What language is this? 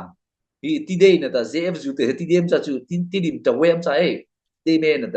Mara Chin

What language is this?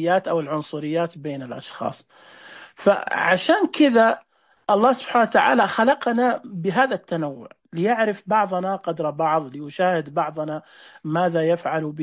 Najdi Arabic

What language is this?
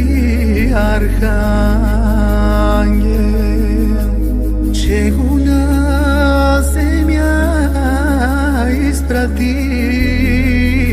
Bulgarian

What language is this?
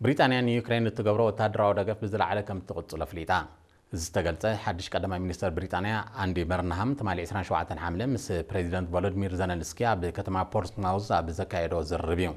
Tigrinya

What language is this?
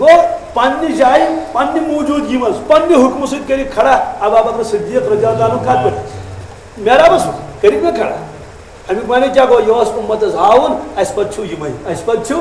Kashmiri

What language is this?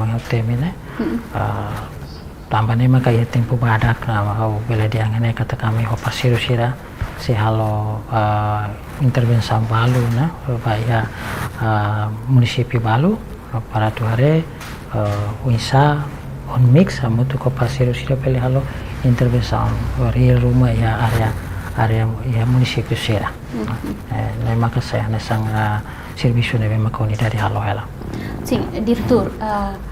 Tetum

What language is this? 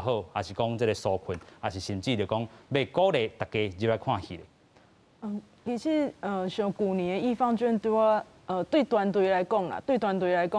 Min Nan Chinese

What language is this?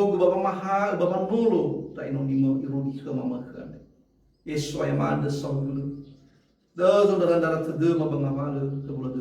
Nias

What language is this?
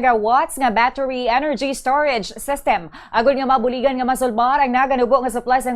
Hiligaynon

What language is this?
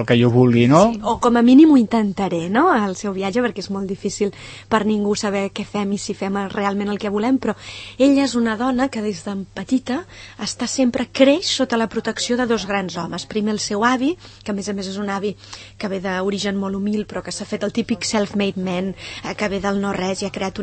Catalan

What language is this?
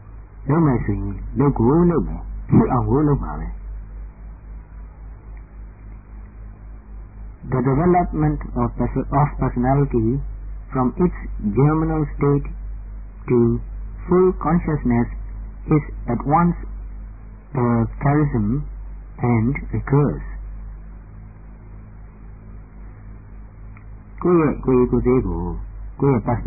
Burmese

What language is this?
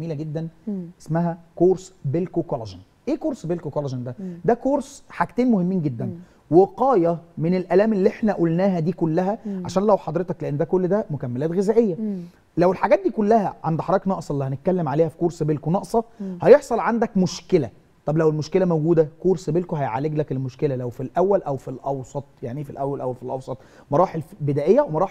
Egyptian Arabic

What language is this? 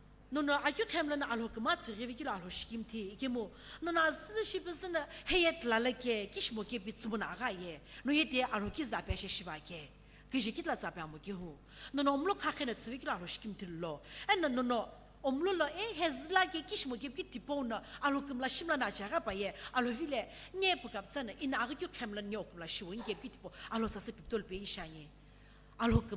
Sumi Naga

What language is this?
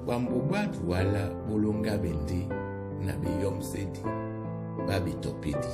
Duala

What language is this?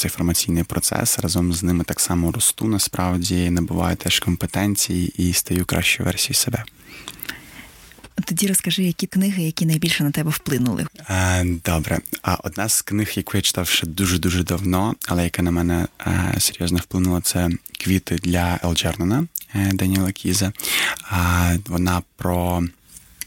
Ukrainian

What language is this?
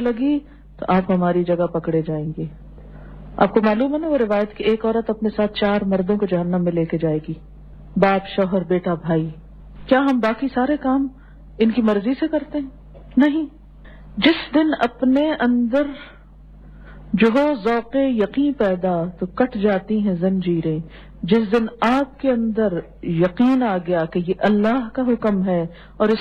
Urdu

